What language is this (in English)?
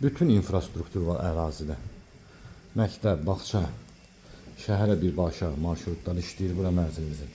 Azerbaijani